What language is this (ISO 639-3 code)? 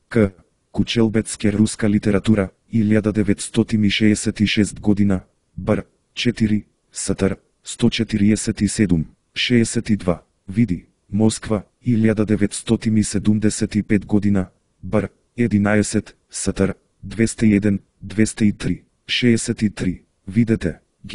mkd